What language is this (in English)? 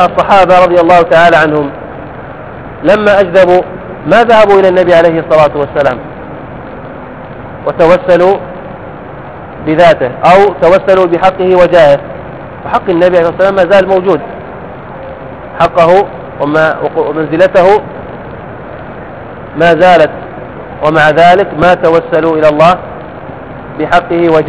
Arabic